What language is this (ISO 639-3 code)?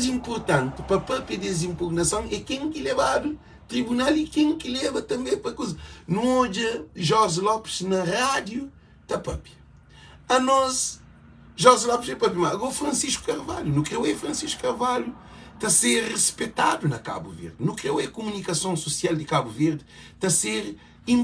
kea